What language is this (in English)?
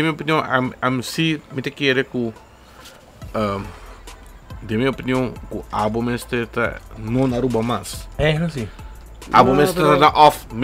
Papiamento